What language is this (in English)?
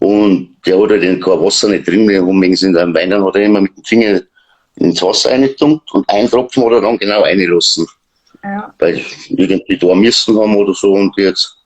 Bavarian